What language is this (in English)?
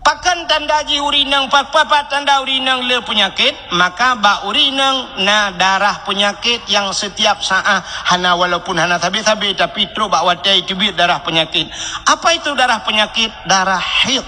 Achinese